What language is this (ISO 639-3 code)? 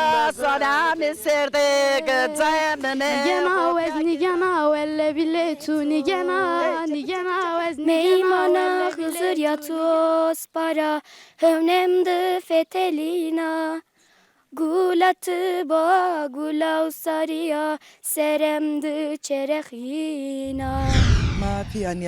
zza